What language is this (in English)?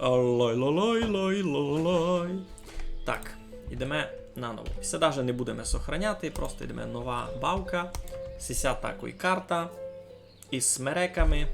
Rusyn